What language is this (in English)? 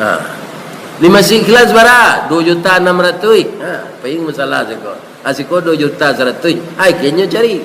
Minangkabau